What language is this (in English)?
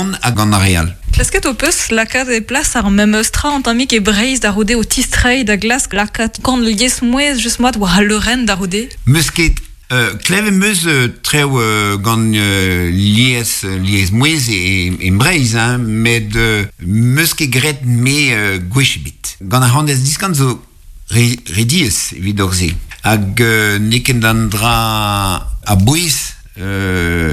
Breton